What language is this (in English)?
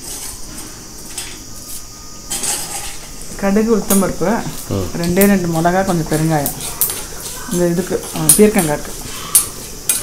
Tamil